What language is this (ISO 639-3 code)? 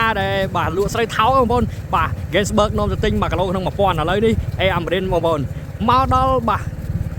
khm